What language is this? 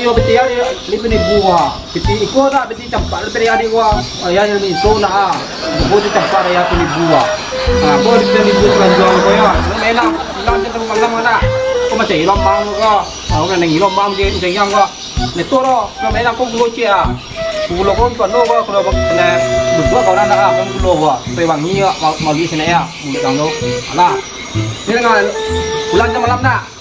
Minangkabau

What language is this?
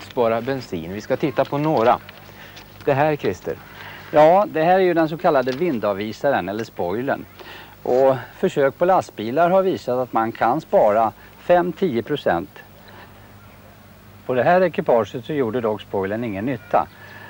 Swedish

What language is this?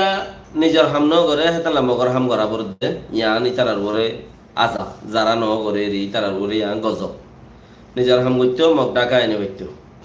Rohingya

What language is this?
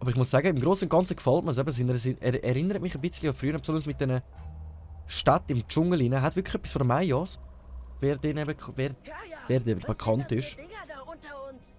Swiss German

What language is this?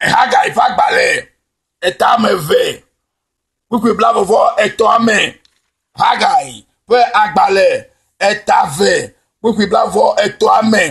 Ewe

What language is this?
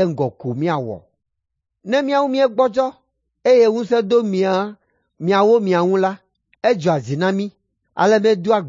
Ewe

